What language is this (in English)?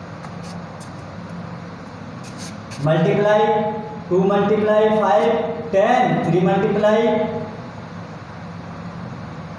Hindi